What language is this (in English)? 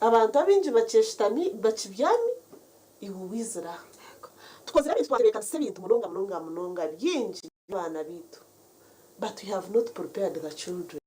Nyankole